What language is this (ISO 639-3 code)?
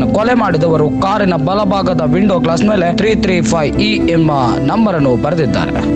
kan